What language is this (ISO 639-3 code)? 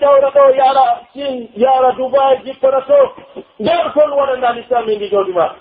fuf